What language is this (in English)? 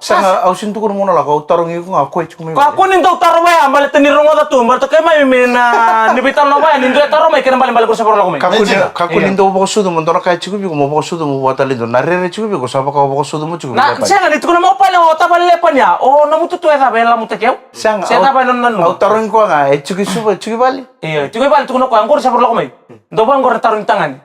Fijian